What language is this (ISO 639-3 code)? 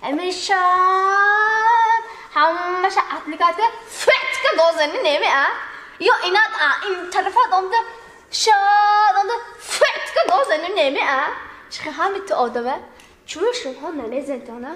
tgk